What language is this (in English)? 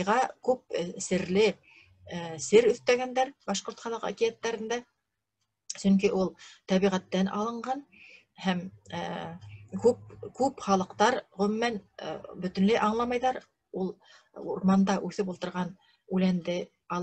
Bashkir